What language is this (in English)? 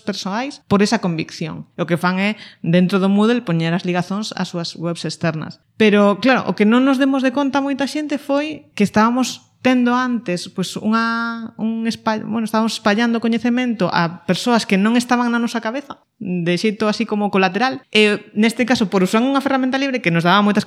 Galician